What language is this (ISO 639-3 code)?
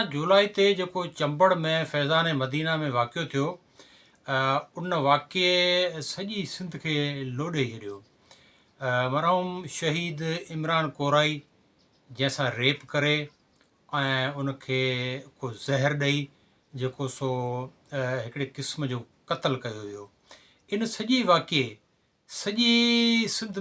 snd